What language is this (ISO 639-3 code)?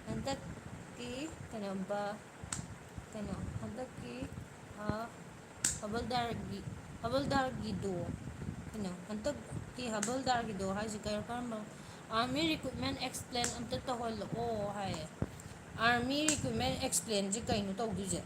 mni